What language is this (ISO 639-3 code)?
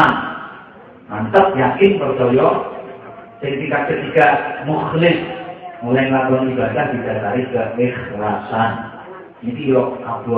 jav